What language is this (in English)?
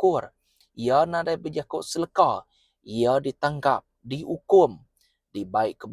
Iban